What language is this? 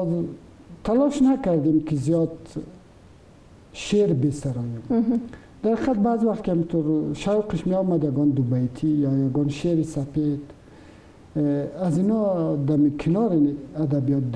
Persian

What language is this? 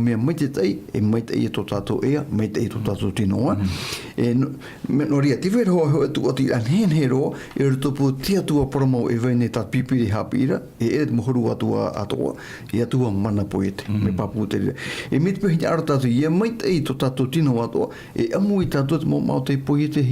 Tahitian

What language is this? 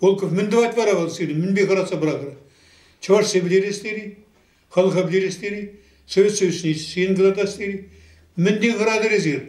Chuvash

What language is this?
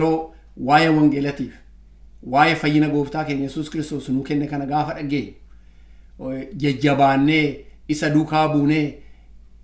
Oromo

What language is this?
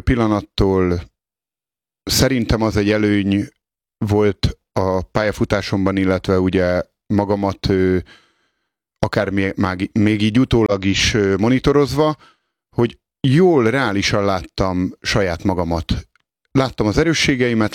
Hungarian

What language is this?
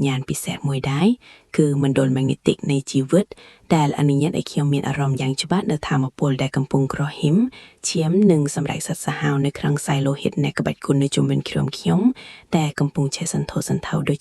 Khmer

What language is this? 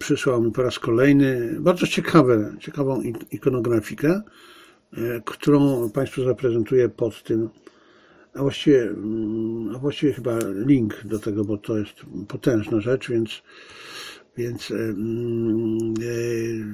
Polish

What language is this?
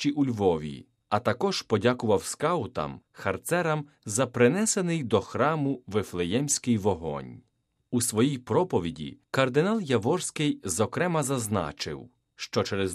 Ukrainian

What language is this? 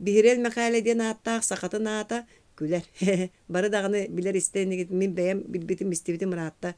Yakut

